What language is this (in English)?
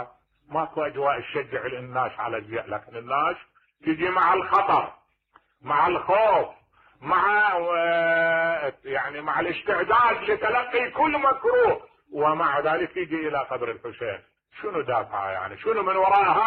Mesopotamian Arabic